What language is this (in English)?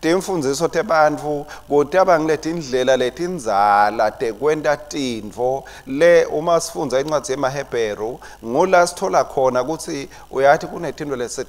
Swati